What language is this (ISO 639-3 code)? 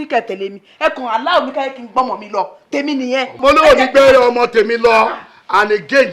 yor